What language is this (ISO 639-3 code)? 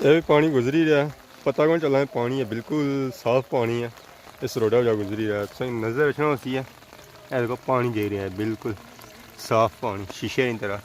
phr